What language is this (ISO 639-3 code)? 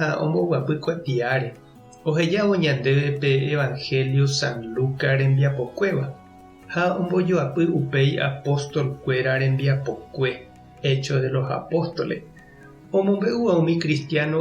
grn